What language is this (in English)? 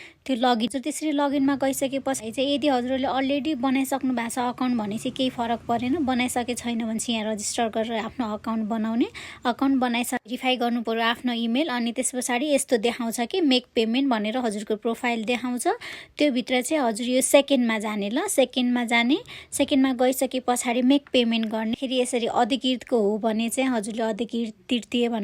Nepali